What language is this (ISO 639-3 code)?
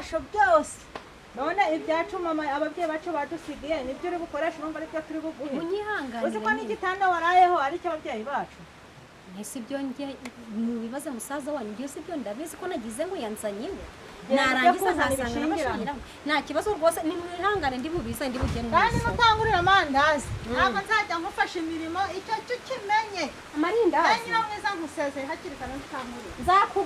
kin